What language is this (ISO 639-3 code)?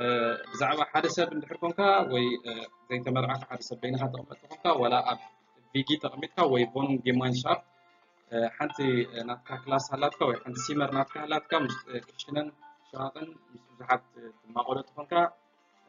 tir